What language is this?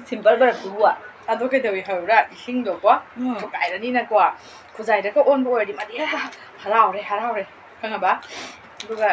Manipuri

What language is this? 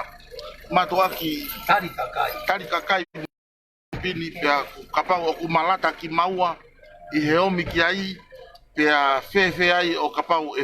Tongan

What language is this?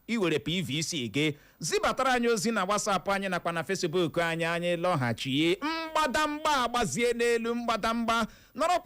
Igbo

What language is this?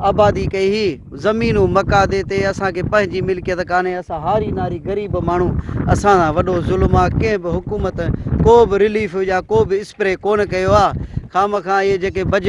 Sindhi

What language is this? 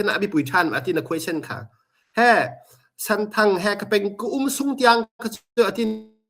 Hakha Chin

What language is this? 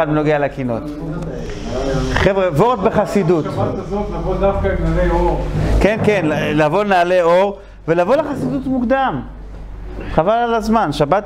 Hebrew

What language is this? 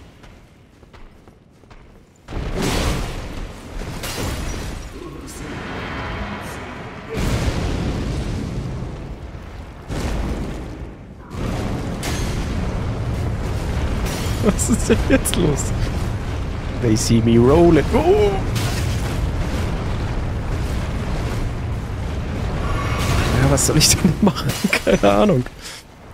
German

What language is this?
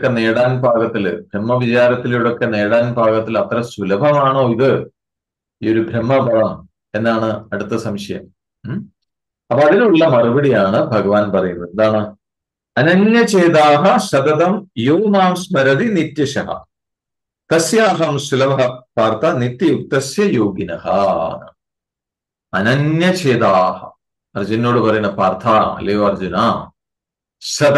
Malayalam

